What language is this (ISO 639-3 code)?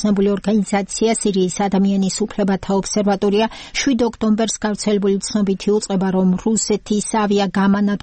kat